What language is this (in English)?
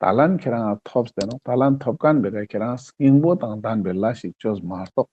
Ladakhi